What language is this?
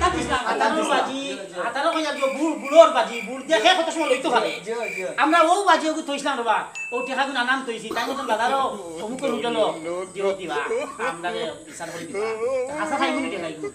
Sylheti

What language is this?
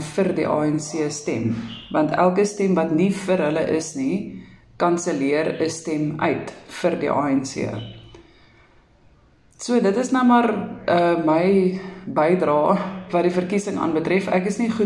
Afrikaans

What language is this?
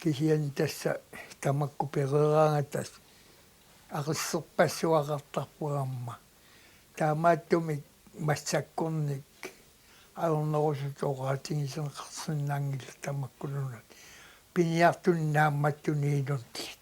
Kalaallisut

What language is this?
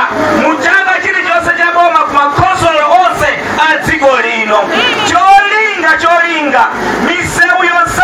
Nyanja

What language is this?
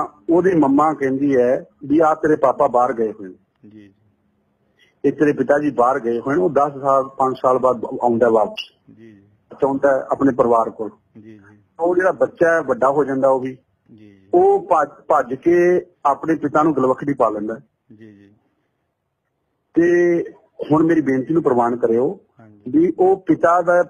Punjabi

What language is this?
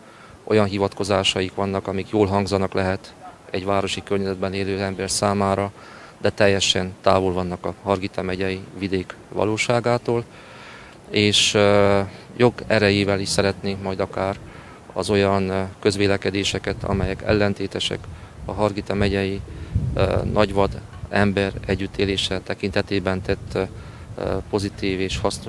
Hungarian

